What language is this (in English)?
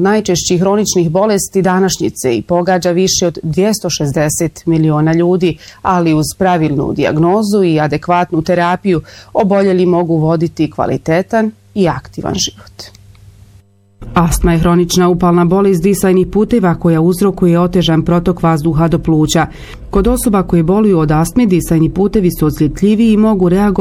Bosnian